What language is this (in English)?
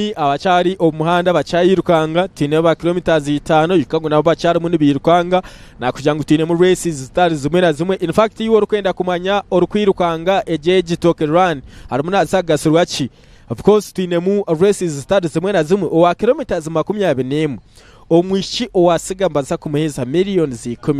Nyankole